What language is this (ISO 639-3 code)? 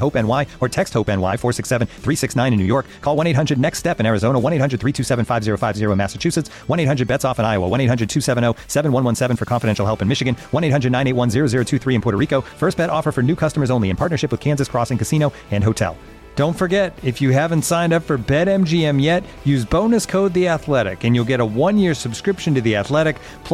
eng